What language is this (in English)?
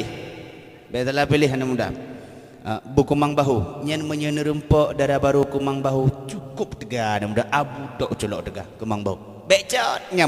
Achinese